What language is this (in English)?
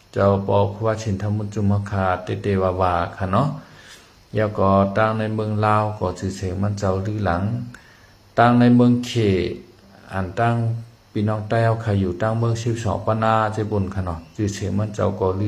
Shan